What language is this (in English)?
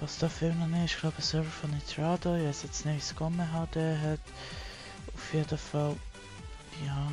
Swiss German